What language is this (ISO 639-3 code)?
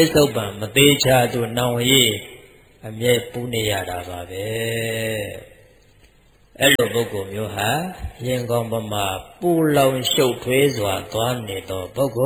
mya